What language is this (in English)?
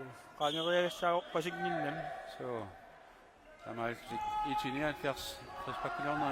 Kalaallisut